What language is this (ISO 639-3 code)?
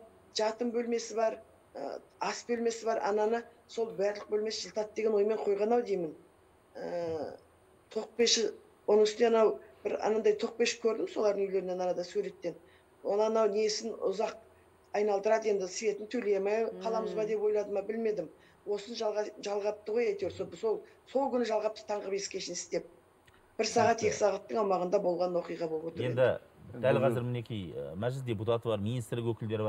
kaz